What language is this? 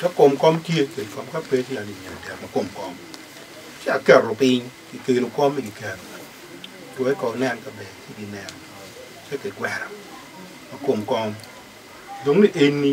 Acoli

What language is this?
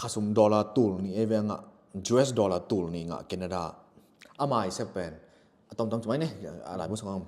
Tedim Chin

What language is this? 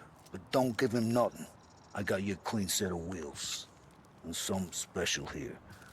Swiss German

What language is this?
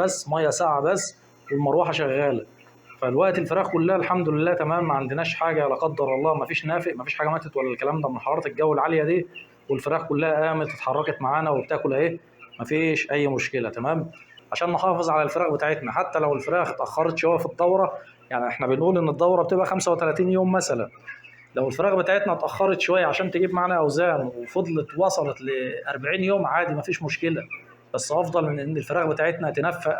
Egyptian Arabic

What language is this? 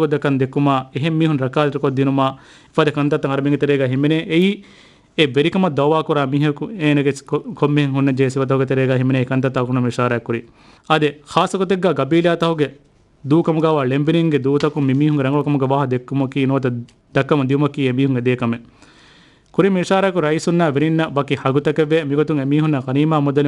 Divehi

